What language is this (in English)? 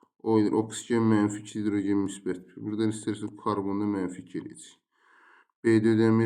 Azerbaijani